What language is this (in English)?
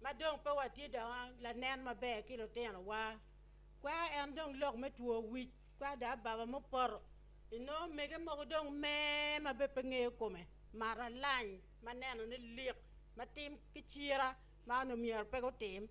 Acoli